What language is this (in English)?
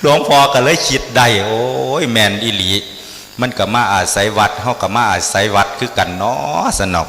Northeastern Thai